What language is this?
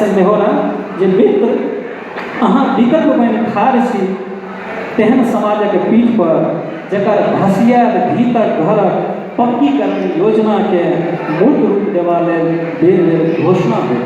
Maithili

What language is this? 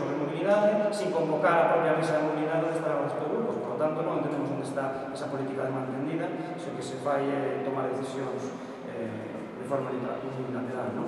Galician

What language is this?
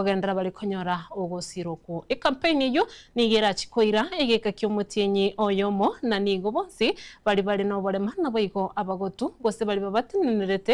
Gusii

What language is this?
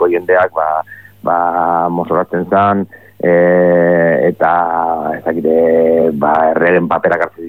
Basque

